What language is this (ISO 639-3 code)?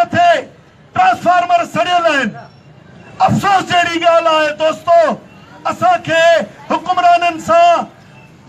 snd